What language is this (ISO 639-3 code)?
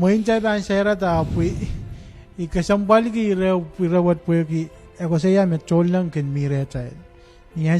pon